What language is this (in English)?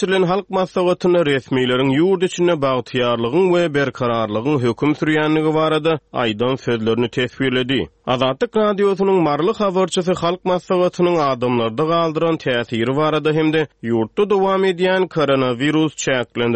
Turkmen